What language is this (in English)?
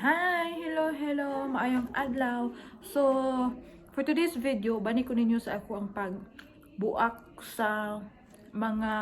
Cebuano